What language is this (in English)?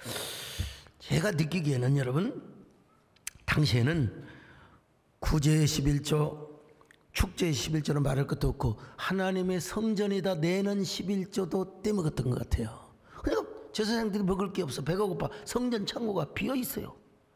Korean